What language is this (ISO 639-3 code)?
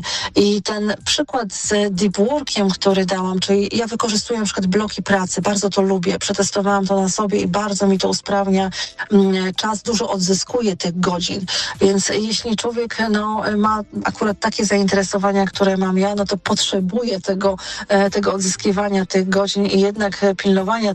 pol